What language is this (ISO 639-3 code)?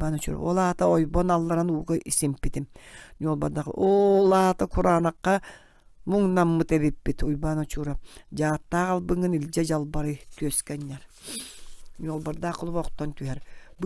sah